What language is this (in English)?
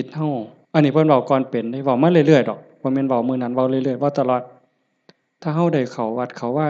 Northeastern Thai